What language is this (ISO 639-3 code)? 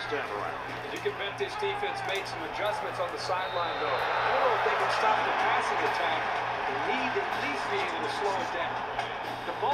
eng